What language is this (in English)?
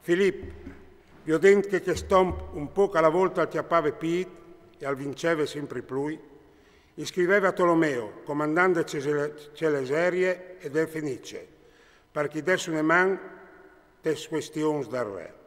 Friulian